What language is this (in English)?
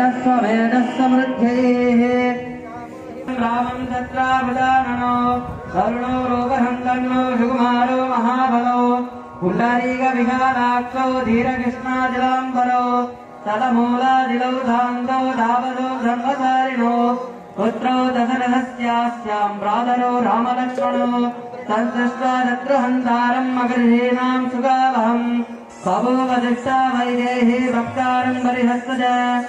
Sanskrit